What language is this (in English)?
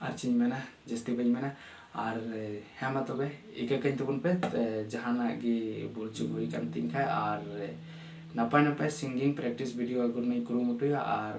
Santali